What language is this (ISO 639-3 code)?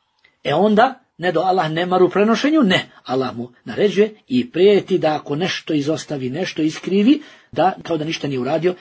bos